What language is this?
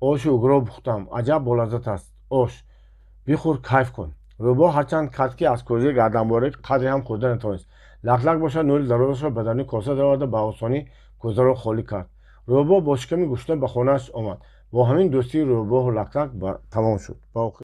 Tajik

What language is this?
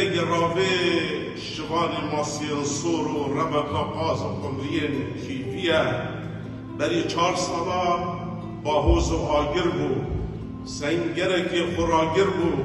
Kurdish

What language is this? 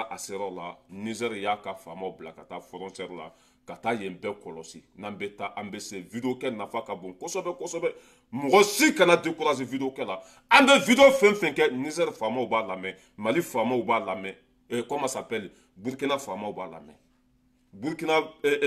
Bambara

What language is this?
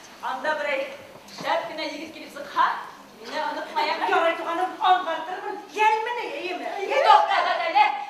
Bashkir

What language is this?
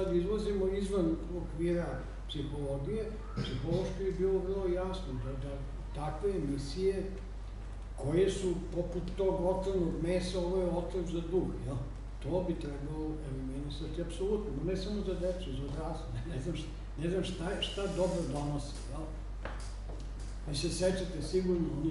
Serbian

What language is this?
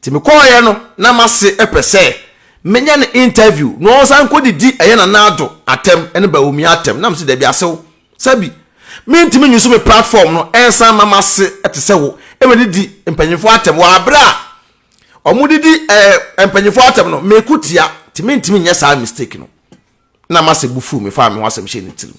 Akan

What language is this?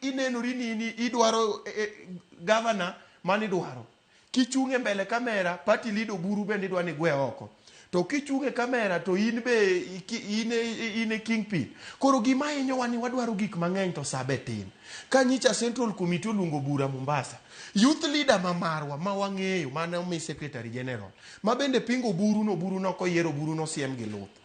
Luo (Kenya and Tanzania)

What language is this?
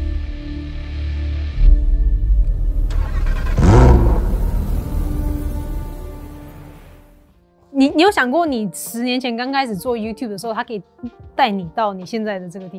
Chinese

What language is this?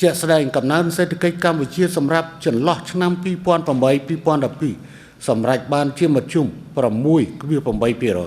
Khmer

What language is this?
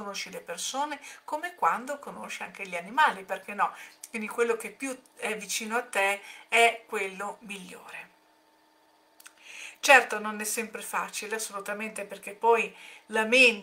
Italian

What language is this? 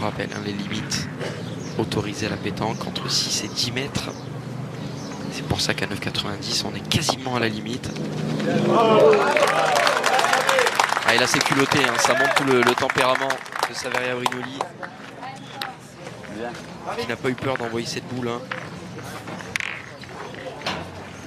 French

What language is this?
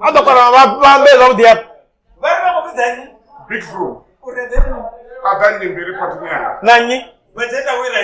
Venda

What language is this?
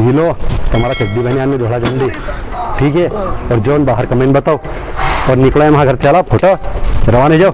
Rajasthani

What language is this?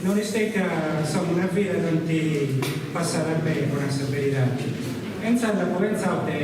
Sardinian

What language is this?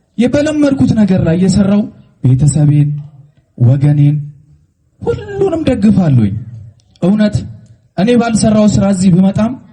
Amharic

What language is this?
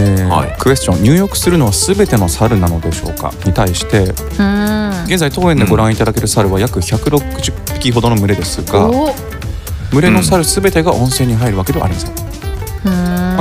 Japanese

